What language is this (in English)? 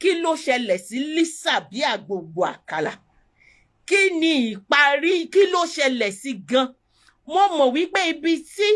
Yoruba